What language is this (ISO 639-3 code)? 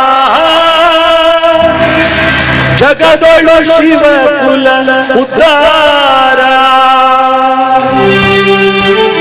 kan